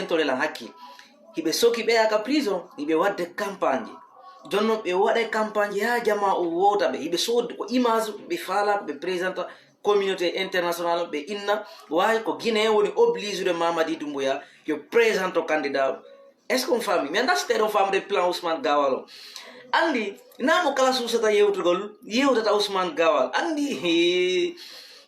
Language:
Fula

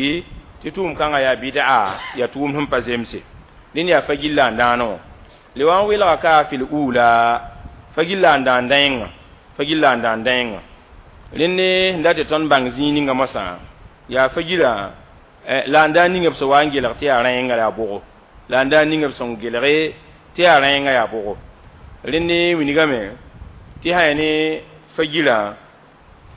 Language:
Mossi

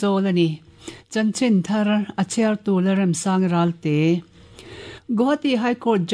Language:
Mizo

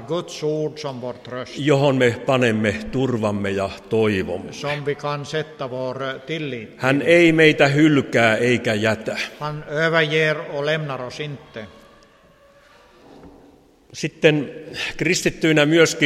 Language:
Finnish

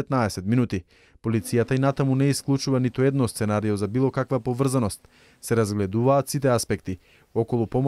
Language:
Macedonian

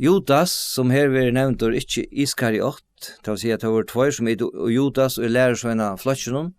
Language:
Faroese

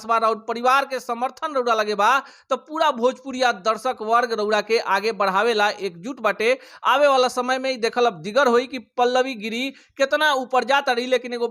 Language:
Bhojpuri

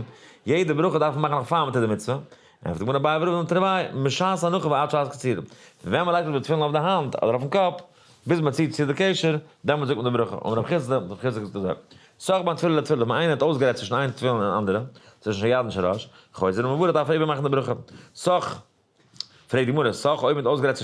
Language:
Yiddish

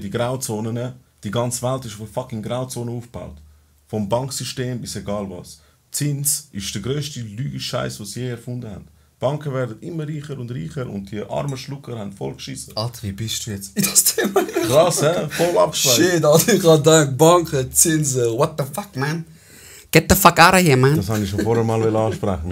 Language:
Swiss German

